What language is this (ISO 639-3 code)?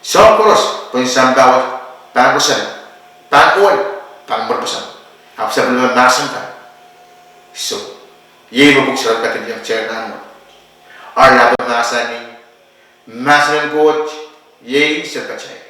pon